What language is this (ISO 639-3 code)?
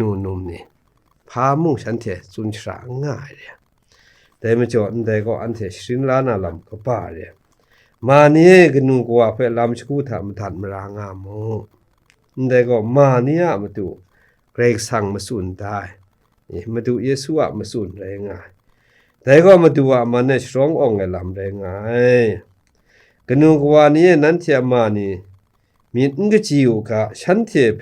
kac